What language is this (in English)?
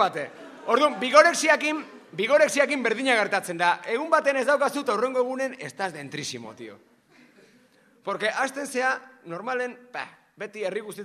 Basque